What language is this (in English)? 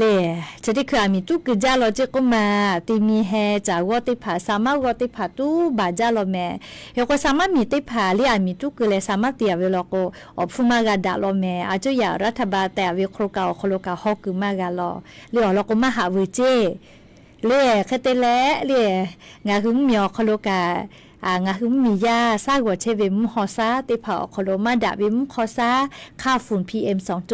Lahu